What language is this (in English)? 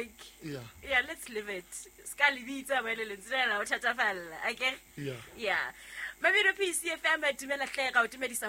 Southern Sotho